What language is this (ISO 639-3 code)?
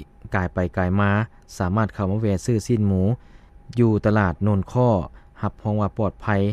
lao